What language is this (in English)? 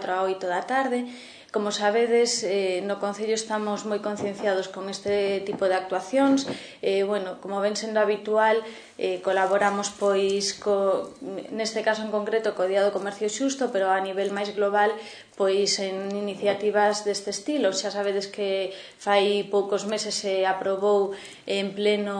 Galician